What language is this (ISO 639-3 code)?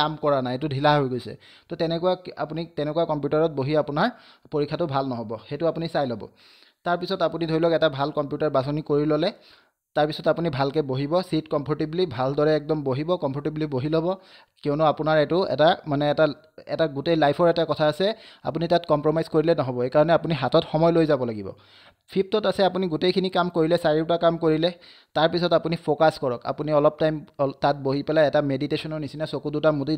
asm